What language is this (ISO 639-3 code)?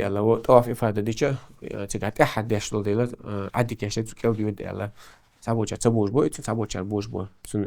che